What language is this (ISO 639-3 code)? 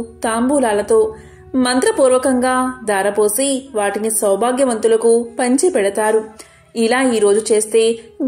tel